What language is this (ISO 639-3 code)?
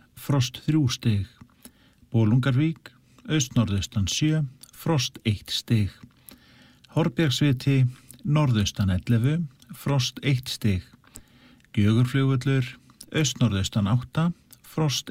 isl